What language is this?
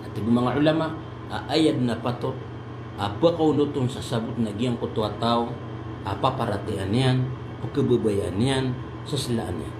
Maranao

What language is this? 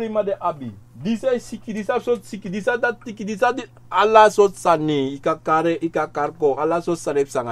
Sranan Tongo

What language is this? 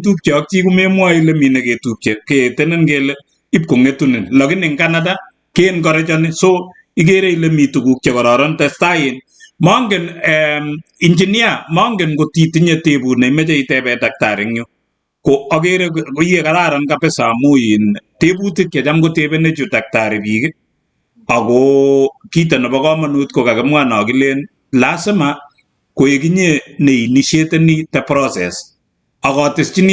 Kalenjin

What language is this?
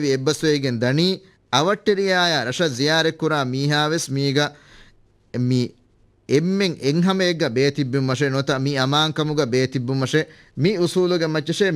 Divehi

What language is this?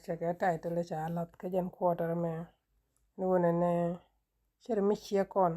Nuer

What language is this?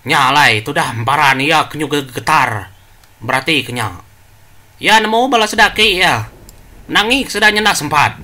Iban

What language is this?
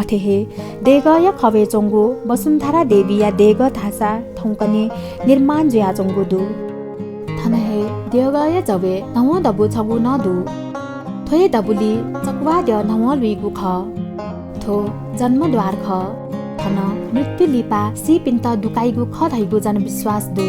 Newari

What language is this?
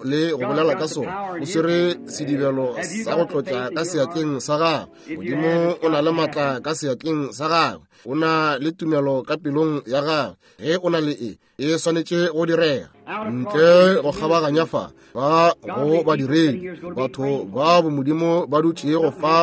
Northern Sotho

